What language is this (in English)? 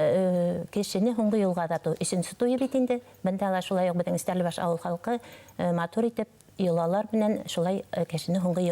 Bashkir